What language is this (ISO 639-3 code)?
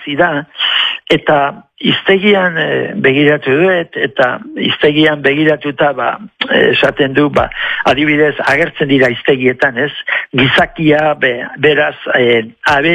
eus